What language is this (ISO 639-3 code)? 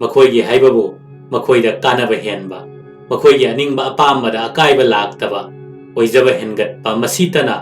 mni